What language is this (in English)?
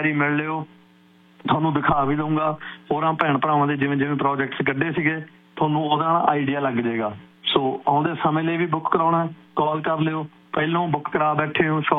Punjabi